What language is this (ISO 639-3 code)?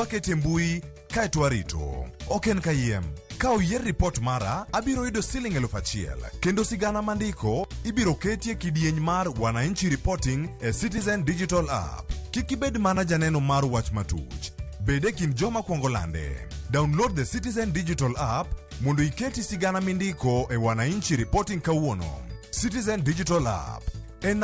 luo